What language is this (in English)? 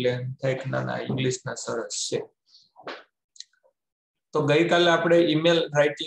Gujarati